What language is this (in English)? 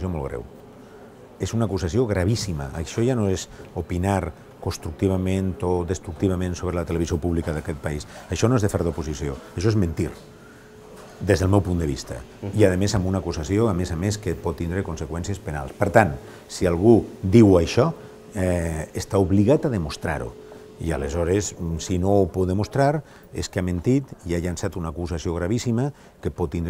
Catalan